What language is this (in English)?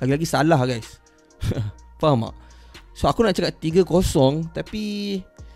Malay